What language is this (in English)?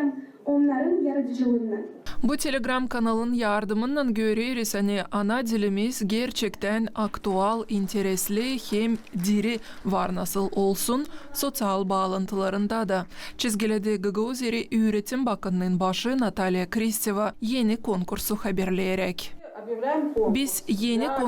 Gagauz